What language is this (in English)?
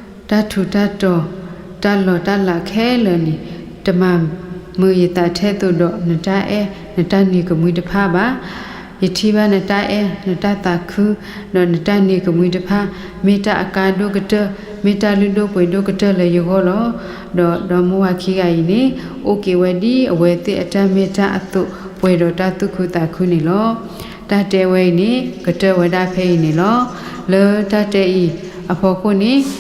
S'gaw Karen